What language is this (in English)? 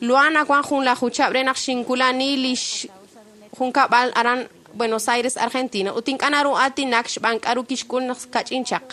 Kekchí